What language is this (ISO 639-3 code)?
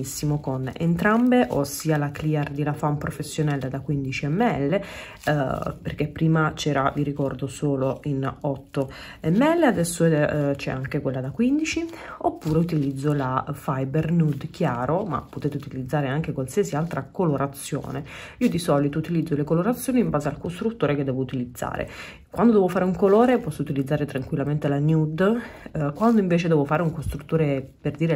ita